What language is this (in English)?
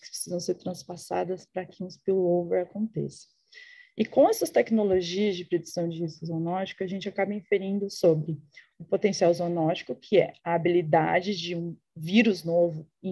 Portuguese